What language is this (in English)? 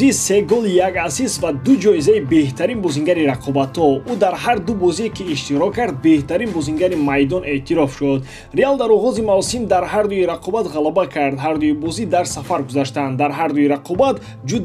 Tajik